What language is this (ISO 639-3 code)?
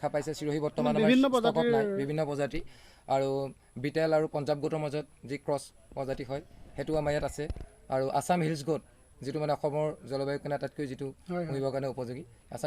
asm